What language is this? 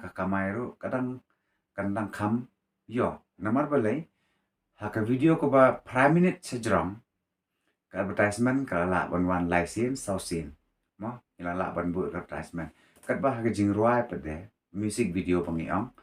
Khasi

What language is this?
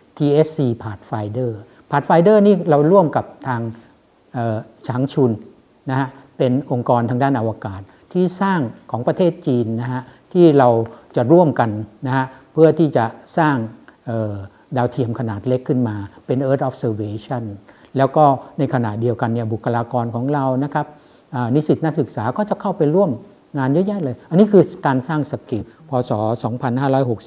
Thai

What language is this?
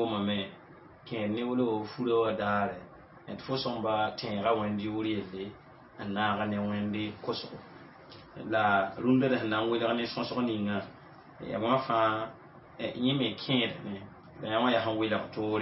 Mossi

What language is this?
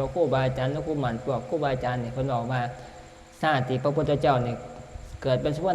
Northeastern Thai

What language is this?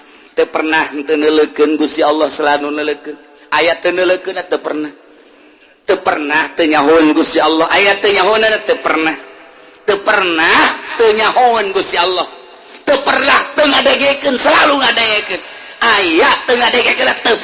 Sundanese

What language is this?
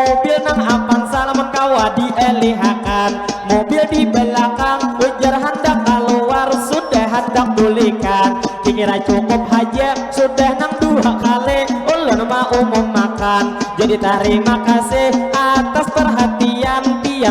Banjar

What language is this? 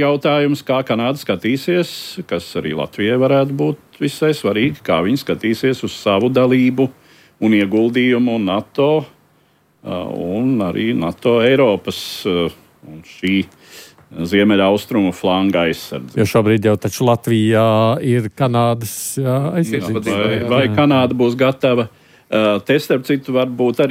Latvian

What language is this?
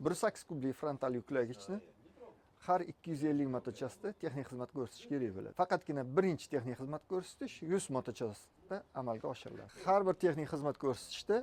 Uzbek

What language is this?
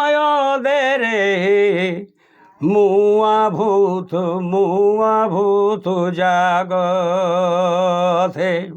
Sadri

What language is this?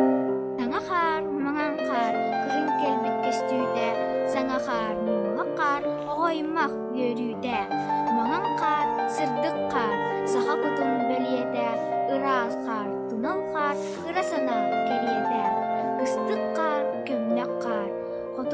Yakut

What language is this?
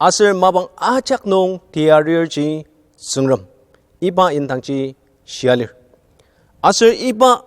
Ao Naga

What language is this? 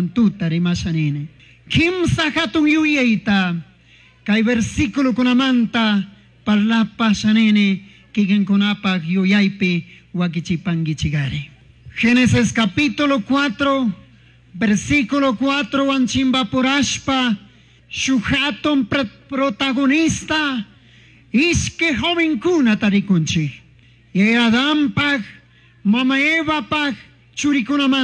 Chimborazo Highland Quichua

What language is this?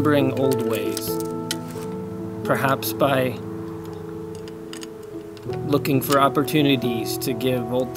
English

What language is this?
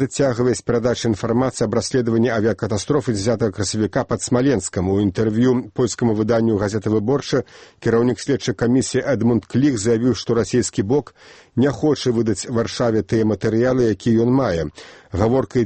Belarusian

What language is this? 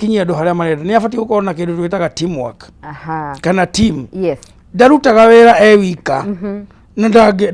Kikuyu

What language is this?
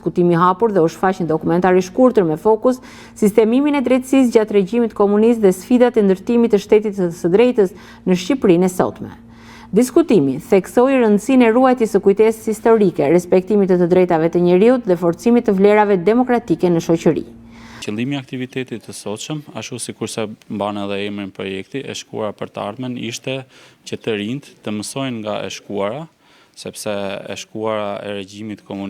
Albanian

